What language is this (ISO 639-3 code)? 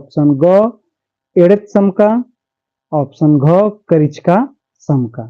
kru